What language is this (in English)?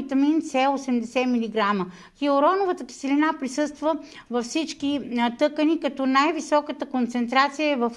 Bulgarian